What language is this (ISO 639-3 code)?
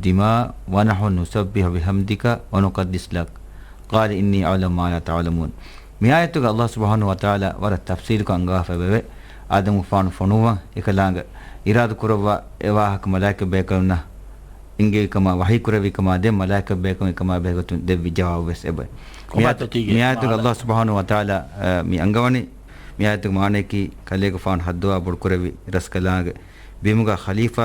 div